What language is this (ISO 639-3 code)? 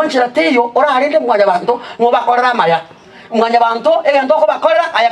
guz